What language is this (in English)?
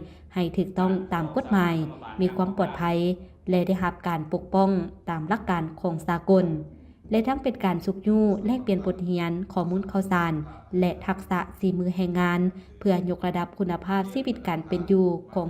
Lao